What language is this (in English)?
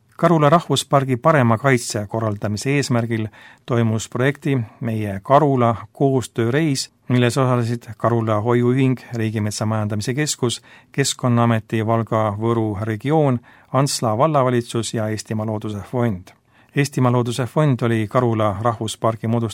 Estonian